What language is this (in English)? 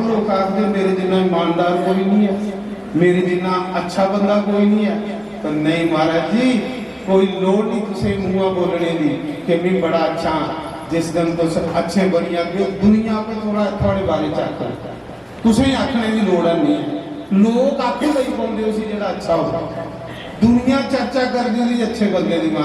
Dogri